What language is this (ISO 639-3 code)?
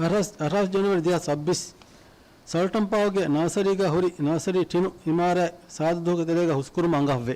div